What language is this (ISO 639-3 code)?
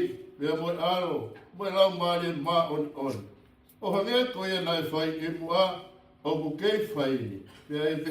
ton